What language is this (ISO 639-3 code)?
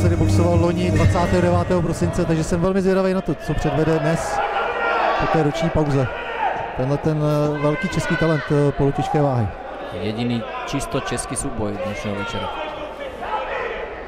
ces